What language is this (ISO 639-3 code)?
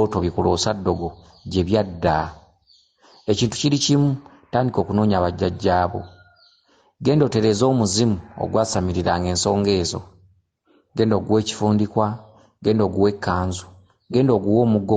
lug